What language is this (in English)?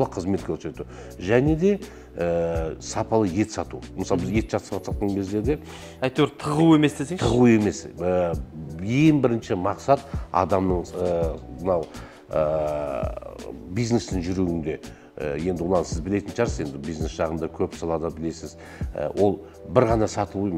Kazakh